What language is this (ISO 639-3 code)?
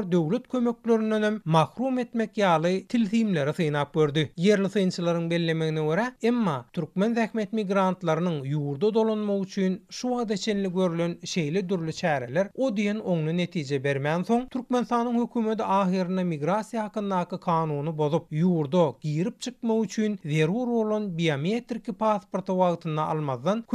tuk